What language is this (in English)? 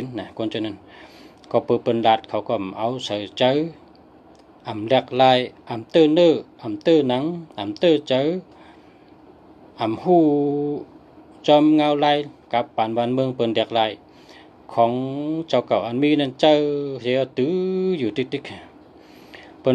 Shan